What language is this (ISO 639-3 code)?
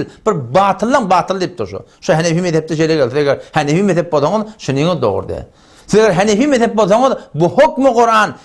tuk